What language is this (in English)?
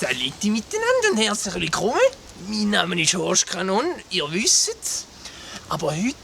Swiss German